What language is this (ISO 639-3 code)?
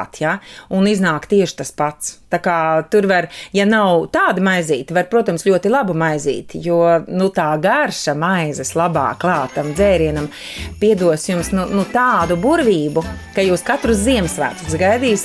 lav